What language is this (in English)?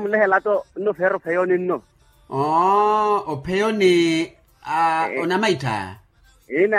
Makhuwa